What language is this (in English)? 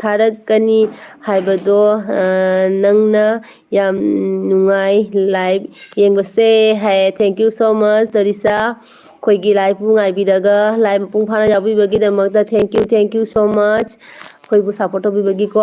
Manipuri